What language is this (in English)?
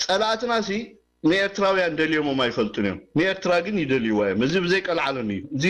Tigrinya